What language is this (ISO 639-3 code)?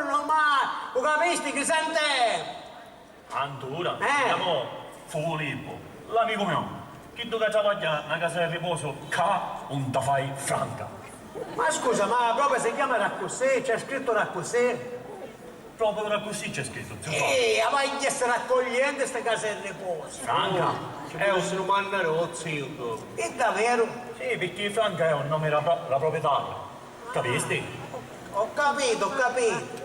scn